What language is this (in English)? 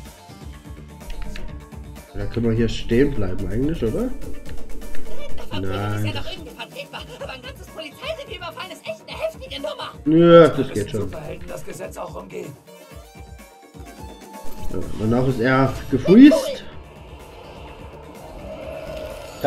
German